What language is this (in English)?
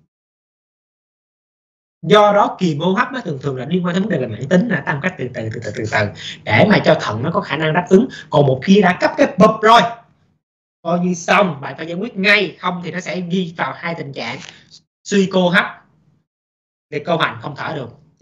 Vietnamese